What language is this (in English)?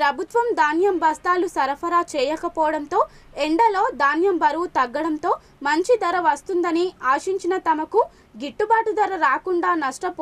Telugu